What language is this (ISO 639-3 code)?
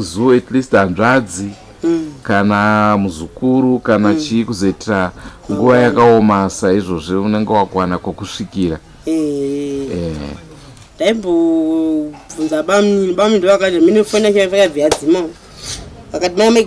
sna